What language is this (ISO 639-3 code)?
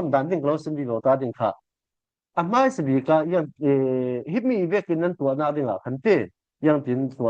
cfm